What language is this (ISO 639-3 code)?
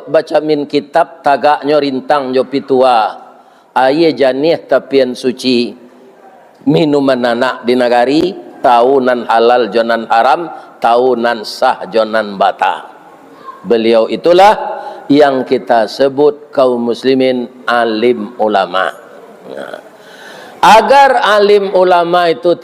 min